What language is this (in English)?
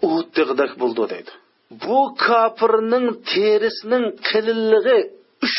Uyghur